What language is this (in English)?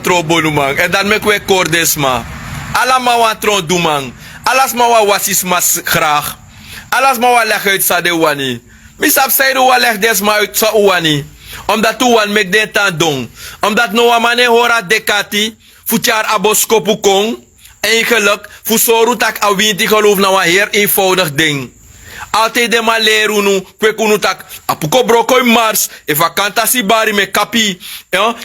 Sranan Tongo